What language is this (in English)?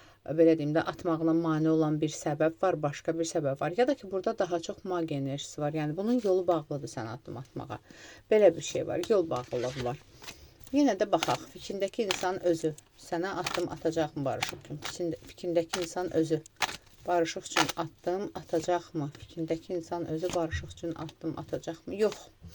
Azerbaijani